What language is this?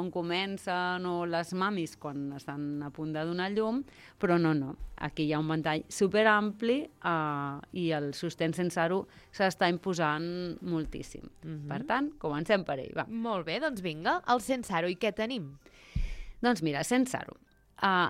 Catalan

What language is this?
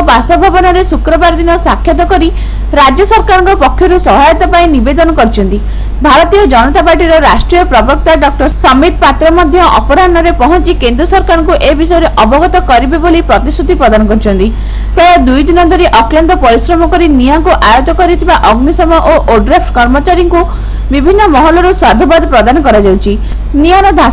Odia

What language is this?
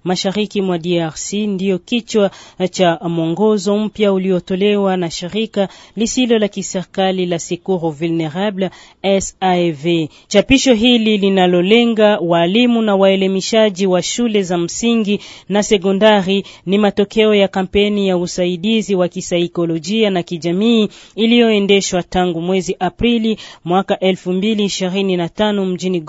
Swahili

